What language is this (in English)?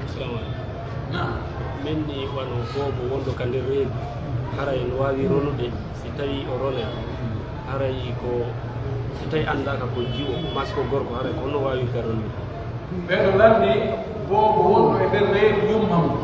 Pular